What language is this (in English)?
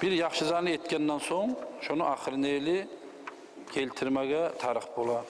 Kumyk